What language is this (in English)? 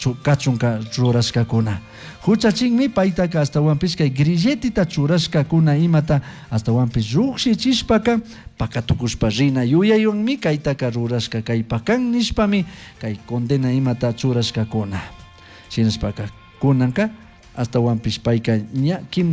Chimborazo Highland Quichua